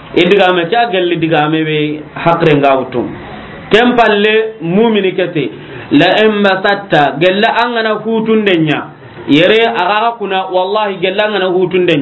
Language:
Soninke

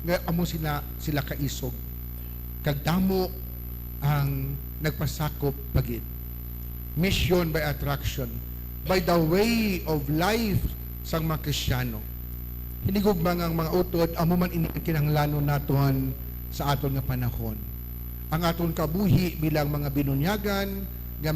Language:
Hiligaynon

